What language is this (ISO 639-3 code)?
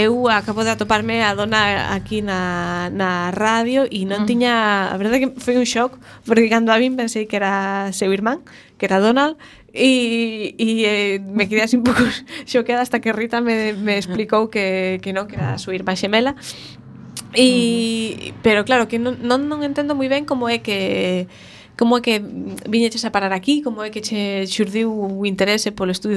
glg